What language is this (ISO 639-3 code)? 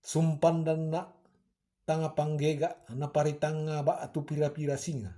sda